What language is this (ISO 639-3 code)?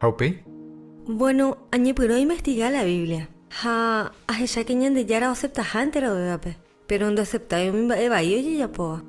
grn